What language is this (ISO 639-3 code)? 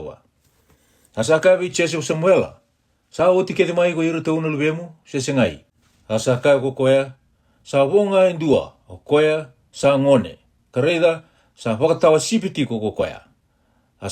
fij